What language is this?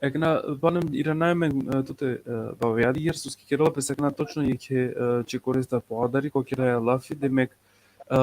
Balkan Romani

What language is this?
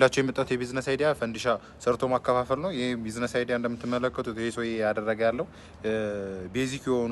Amharic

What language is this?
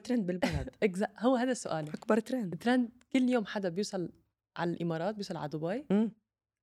North Levantine Arabic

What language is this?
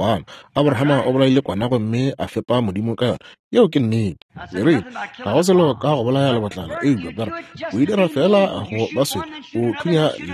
Northern Sotho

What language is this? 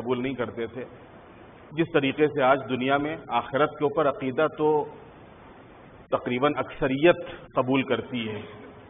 Urdu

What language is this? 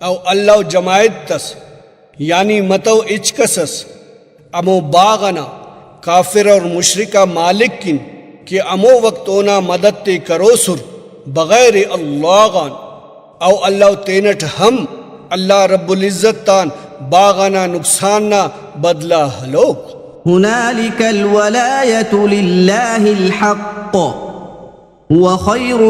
Brahui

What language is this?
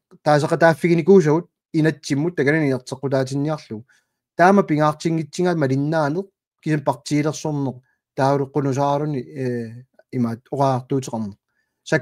Kalaallisut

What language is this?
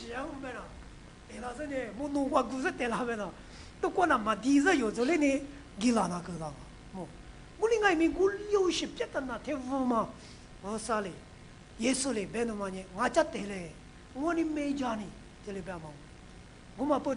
Lisu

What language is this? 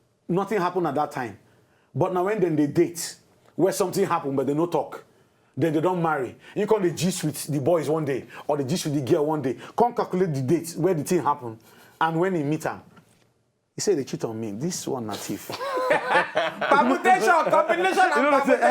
Nigerian Pidgin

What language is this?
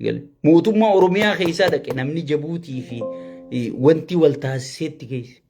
Oromo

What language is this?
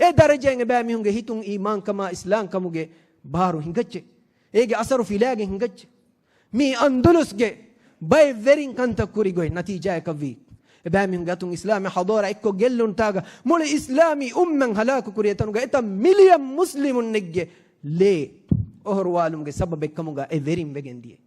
Divehi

